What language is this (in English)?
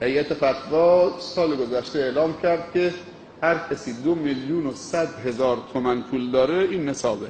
Persian